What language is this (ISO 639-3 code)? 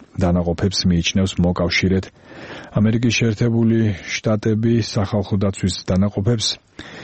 kat